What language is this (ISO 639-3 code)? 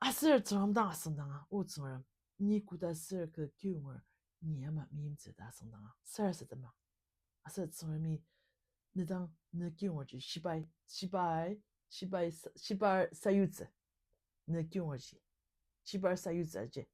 njo